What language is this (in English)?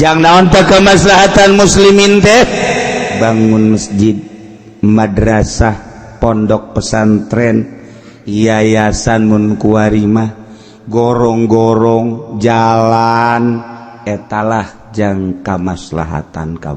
Sundanese